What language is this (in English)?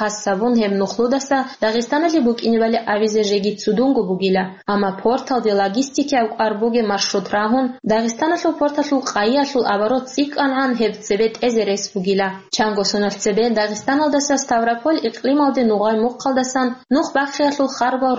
Avaric